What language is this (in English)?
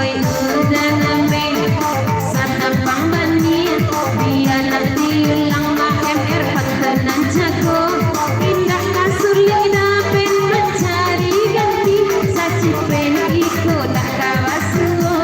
Minangkabau